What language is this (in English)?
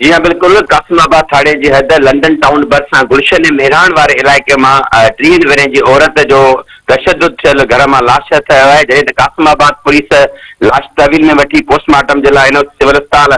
Sindhi